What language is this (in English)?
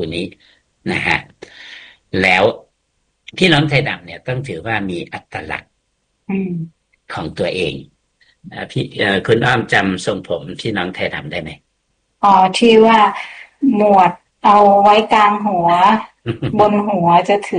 Thai